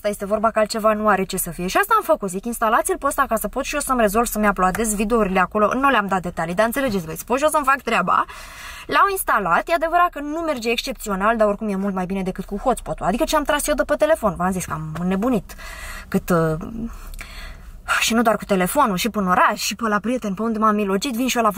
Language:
Romanian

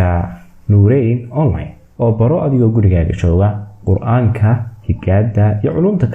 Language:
Somali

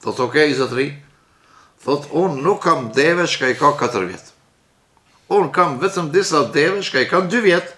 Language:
Albanian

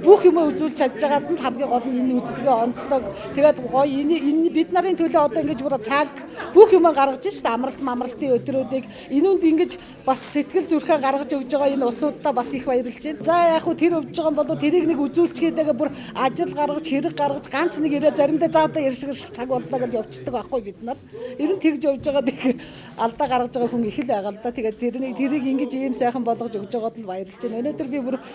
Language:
Mongolian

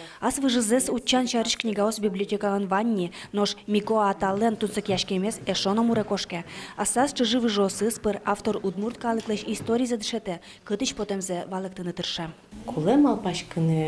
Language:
Udmurt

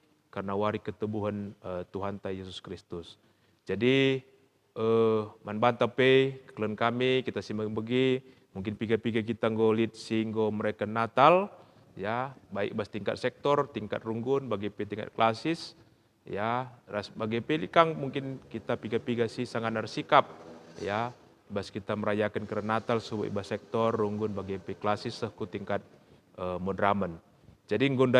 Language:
Batak Karo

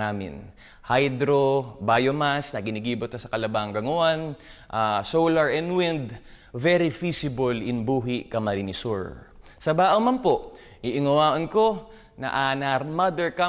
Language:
Bikol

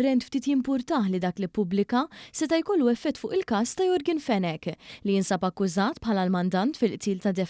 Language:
Maltese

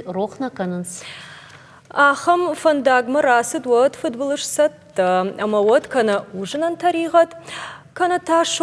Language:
Ossetic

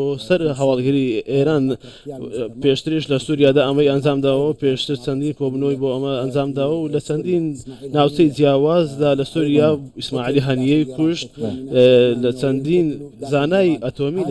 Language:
Central Kurdish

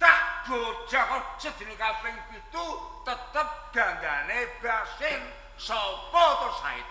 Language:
Javanese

